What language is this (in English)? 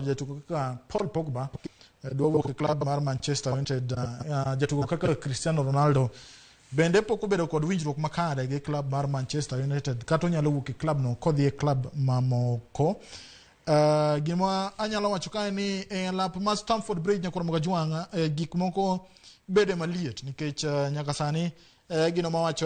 Luo (Kenya and Tanzania)